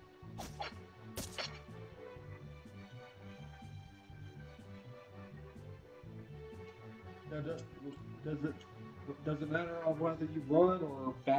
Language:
English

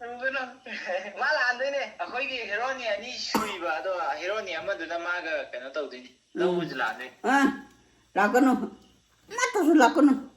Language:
Manipuri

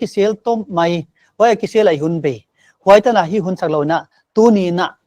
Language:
Paite Chin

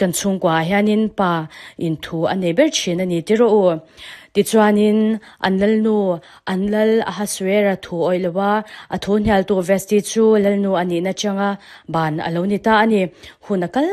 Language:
Mizo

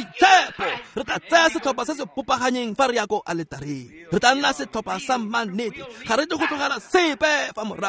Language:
Tswana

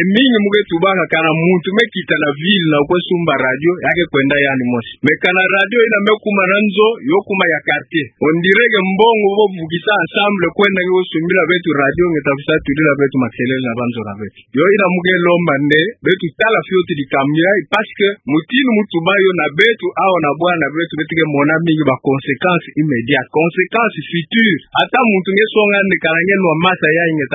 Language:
Kituba (Democratic Republic of Congo)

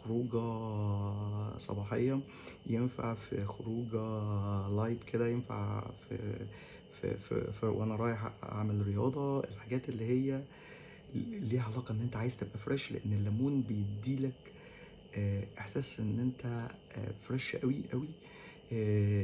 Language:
Egyptian Arabic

